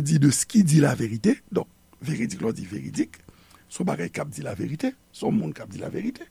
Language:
Haitian Creole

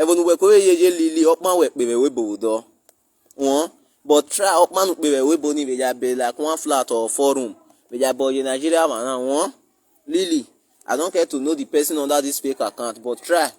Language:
Nigerian Pidgin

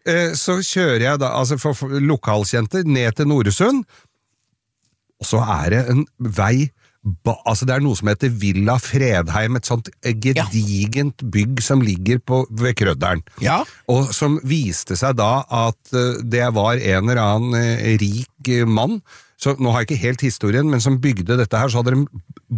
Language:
Norwegian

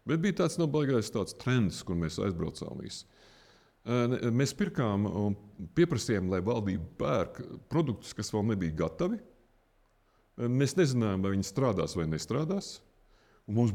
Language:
Latvian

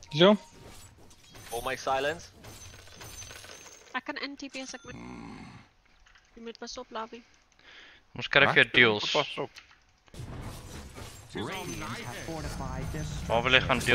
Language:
Afrikaans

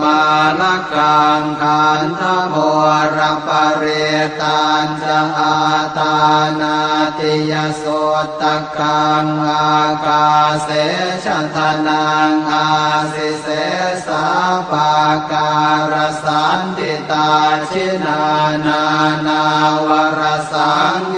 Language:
Pali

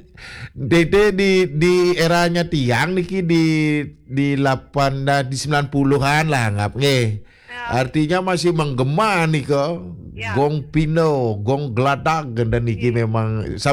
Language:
Balinese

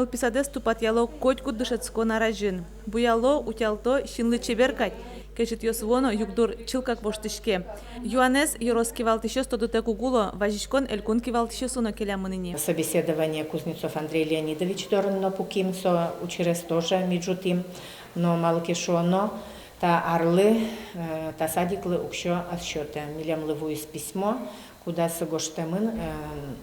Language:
Udmurt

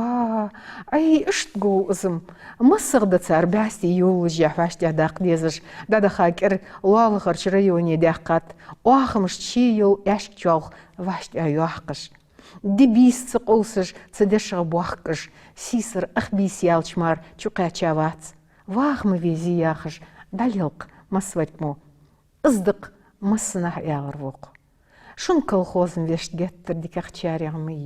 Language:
Ingush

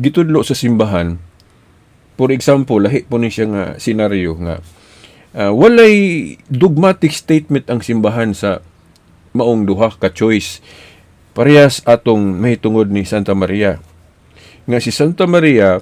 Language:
Cebuano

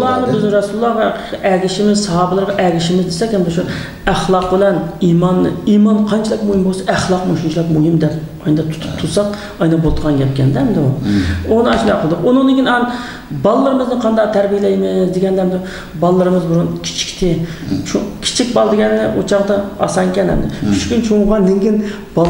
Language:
Uyghur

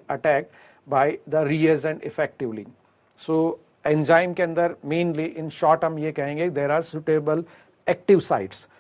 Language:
Hindi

